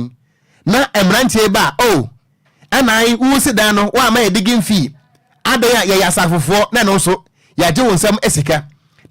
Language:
Akan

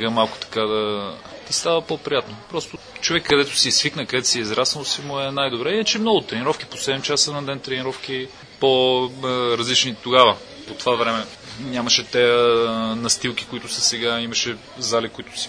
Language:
Bulgarian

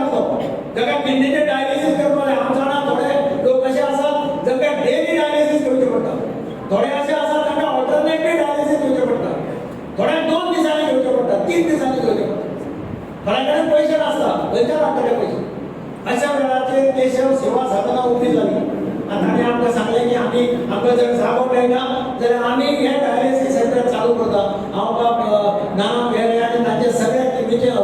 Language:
Konkani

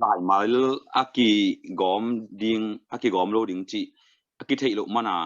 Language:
Tedim Chin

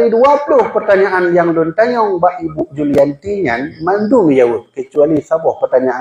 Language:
Achinese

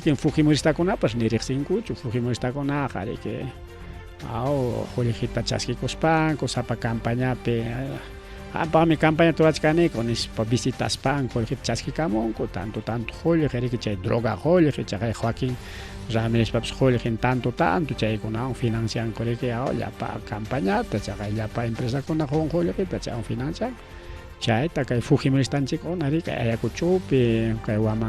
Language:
Ayacucho Quechua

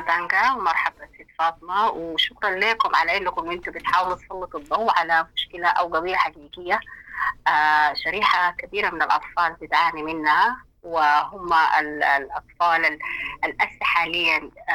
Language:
Sudanese Arabic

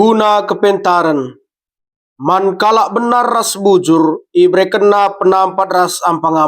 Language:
Batak Karo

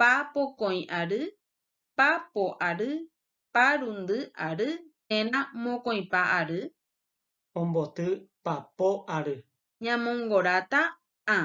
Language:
Guarani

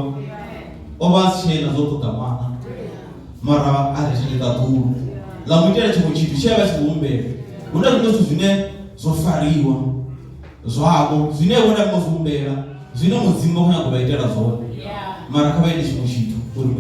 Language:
Venda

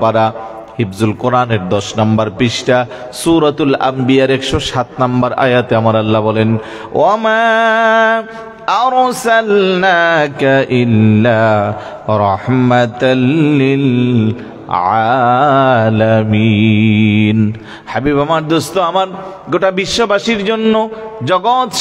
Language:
Bangla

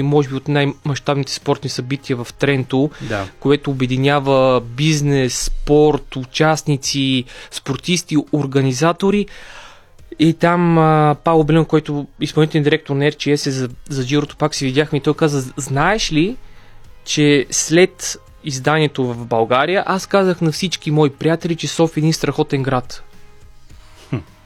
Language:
Bulgarian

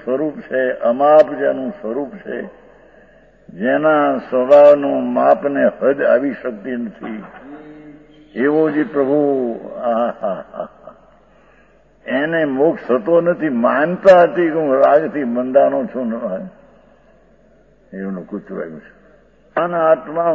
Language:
Gujarati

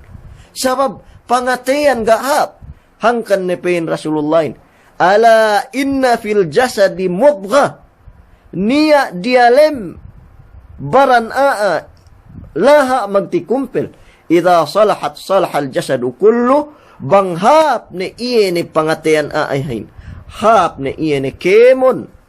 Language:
Yakan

